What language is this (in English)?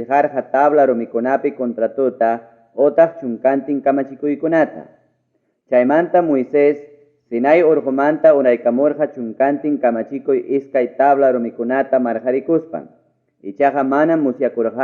Ayacucho Quechua